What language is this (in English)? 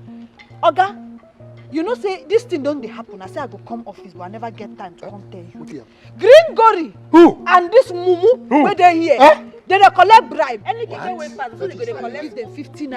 Nigerian Pidgin